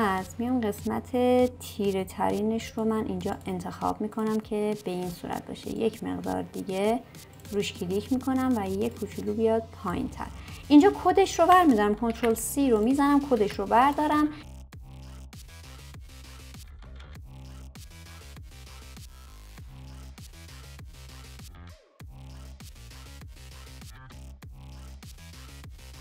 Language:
Persian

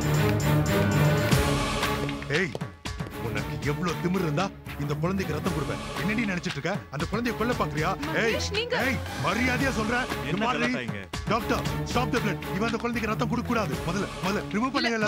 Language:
Tamil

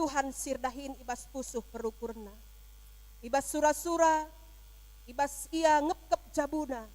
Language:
Batak Karo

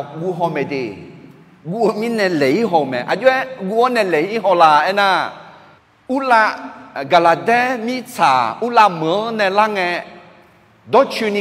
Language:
Akha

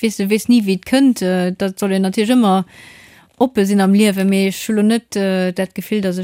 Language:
Luxembourgish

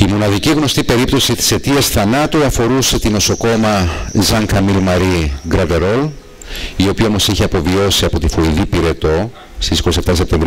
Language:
Greek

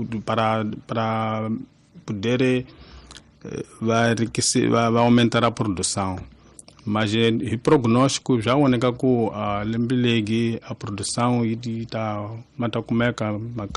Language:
Tsonga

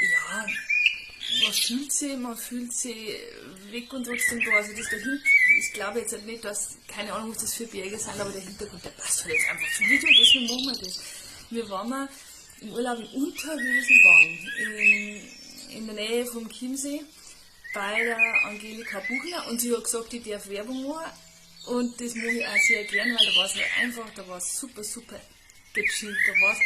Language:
Bavarian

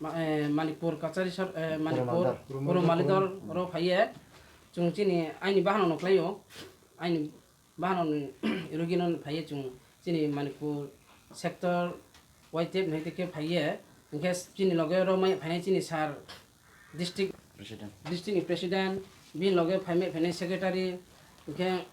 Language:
Kok Borok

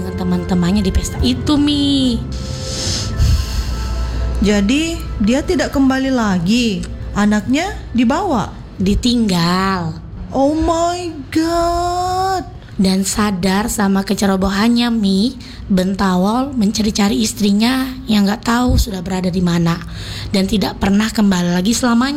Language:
Indonesian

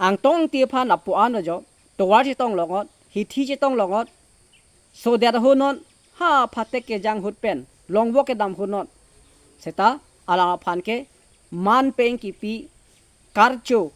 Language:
Karbi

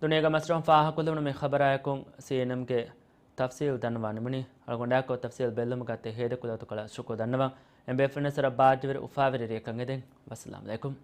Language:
Divehi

